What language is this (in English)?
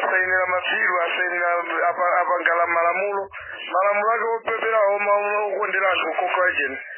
Nyanja